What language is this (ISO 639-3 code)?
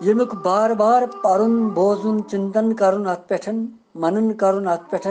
kas